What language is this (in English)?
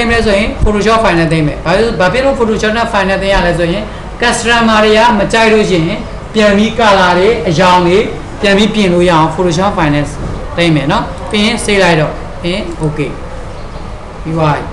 Burmese